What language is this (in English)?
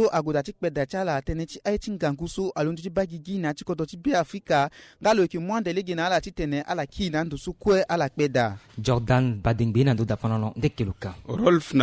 Sango